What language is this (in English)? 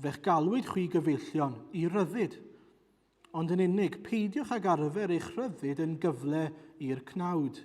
Welsh